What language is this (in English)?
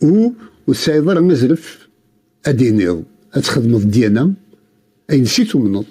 Kabyle